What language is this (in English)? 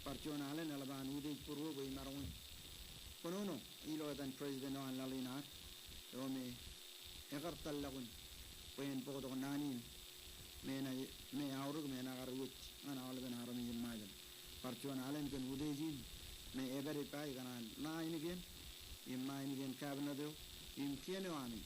Marshallese